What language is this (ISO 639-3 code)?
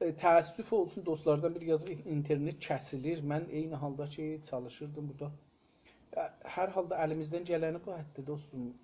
azb